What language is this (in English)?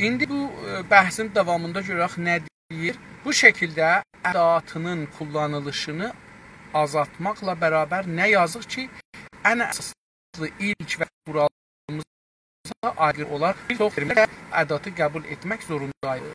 South Azerbaijani